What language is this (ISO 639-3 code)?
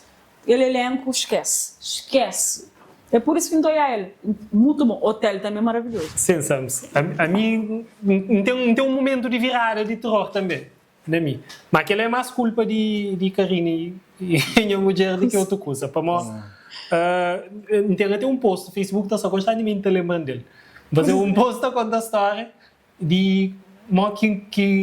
kea